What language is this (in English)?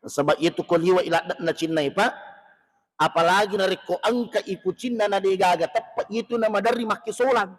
Buginese